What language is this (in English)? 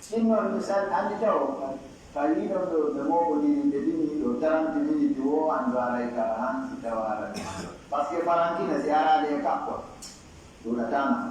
Pular